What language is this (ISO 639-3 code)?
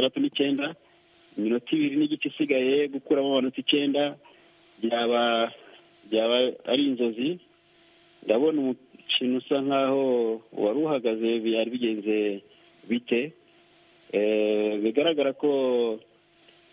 kin